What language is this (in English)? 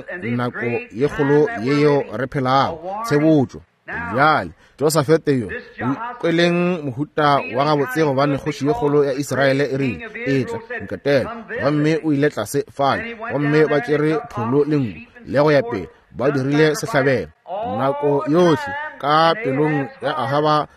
Northern Sotho